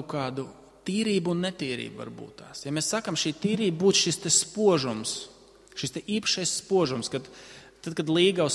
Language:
Latvian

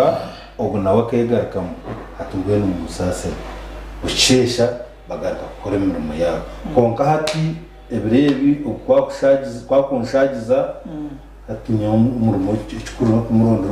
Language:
Nyankole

